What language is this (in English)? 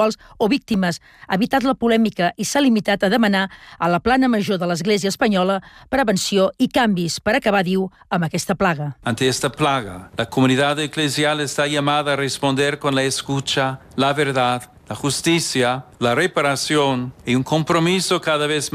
Catalan